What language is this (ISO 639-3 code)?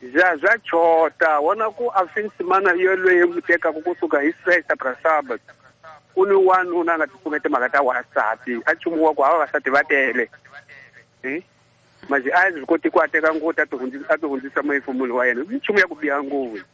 tso